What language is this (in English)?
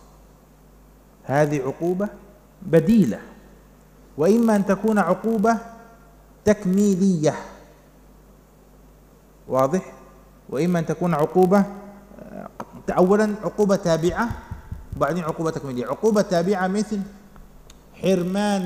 Arabic